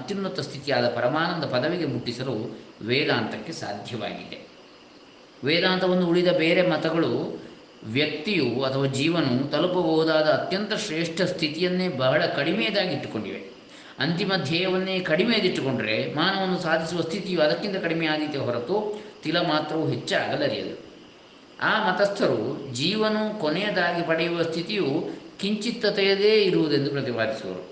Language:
Kannada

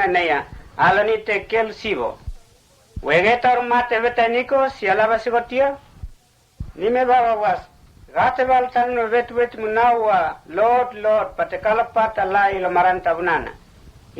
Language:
Mota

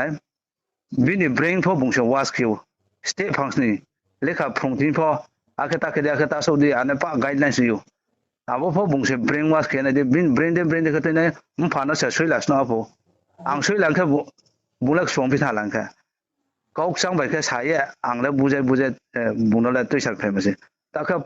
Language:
Riang (India)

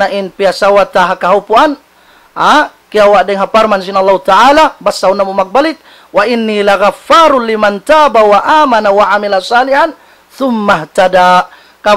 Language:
Tausug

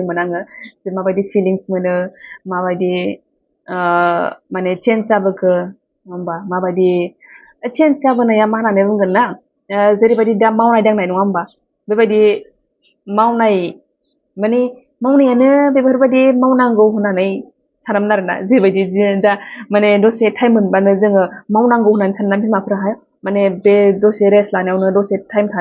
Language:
Bodo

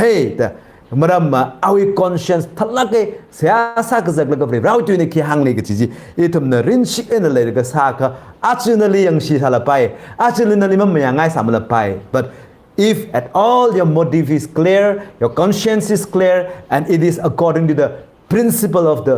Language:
Tangkhul Naga (India)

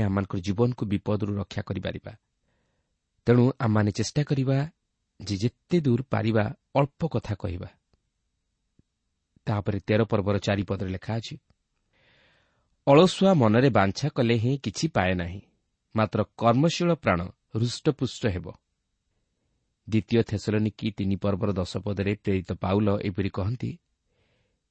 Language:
Odia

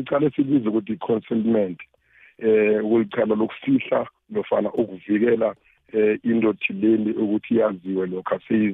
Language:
South Ndebele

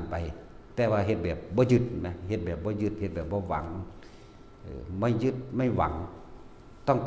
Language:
Northeastern Thai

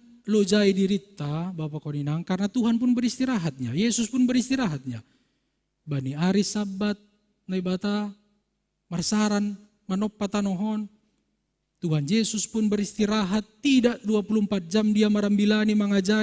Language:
Batak Simalungun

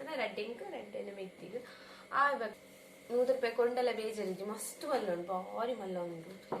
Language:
Tulu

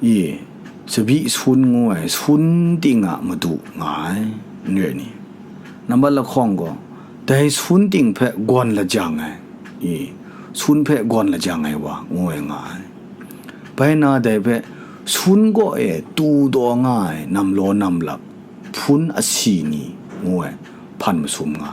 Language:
Kachin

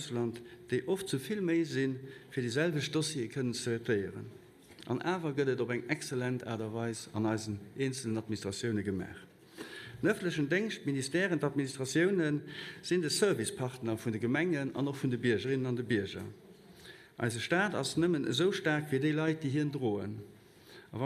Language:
Luxembourgish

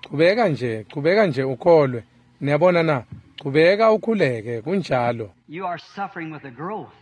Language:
Swati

